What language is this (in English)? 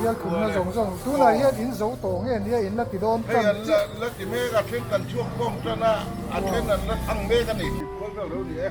Mizo